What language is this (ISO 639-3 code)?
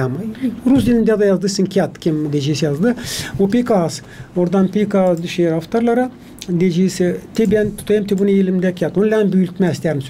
gag